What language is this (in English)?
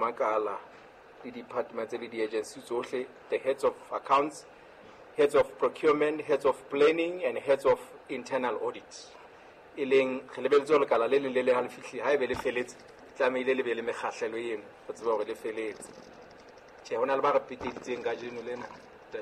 Southern Sotho